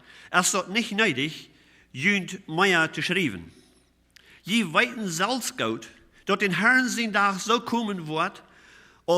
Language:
Plautdietsch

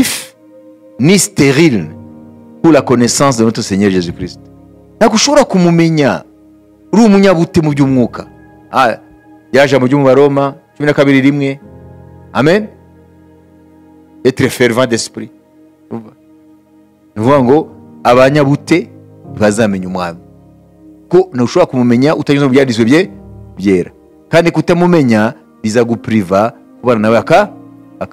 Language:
Kinyarwanda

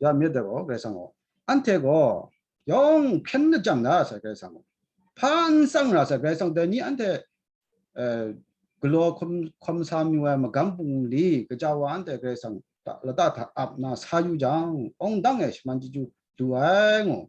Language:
Kachin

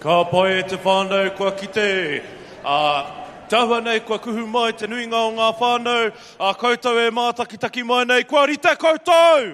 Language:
Māori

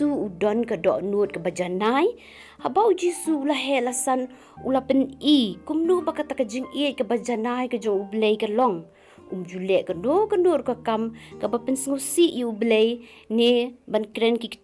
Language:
Khasi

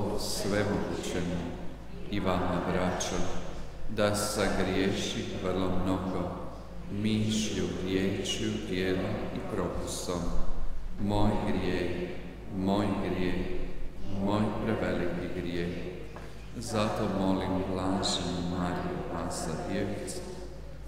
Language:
Croatian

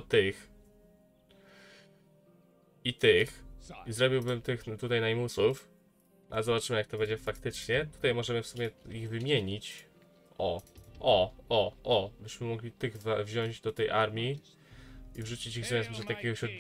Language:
Polish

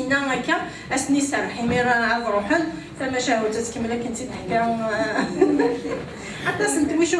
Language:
Kabyle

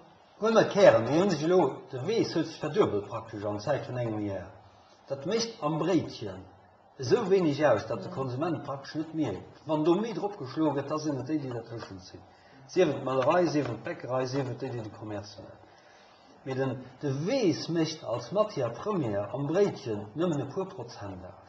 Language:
Luxembourgish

